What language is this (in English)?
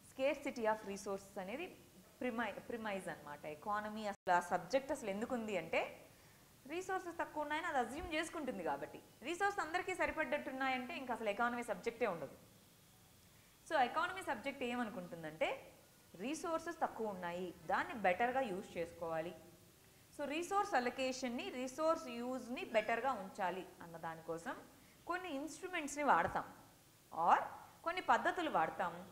Telugu